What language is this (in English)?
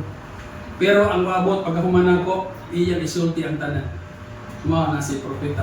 Cebuano